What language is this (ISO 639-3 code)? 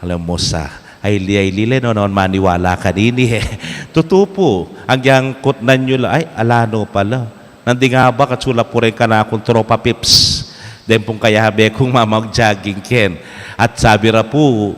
pam